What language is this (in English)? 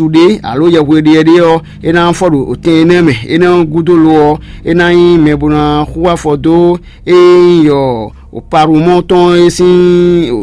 Fon